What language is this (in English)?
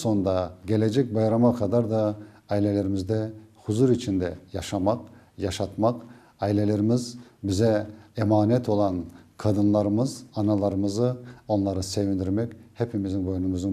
Crimean Tatar